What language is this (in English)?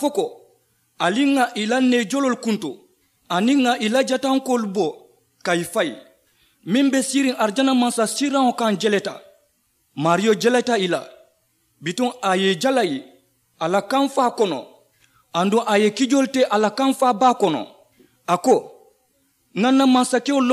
Mandingo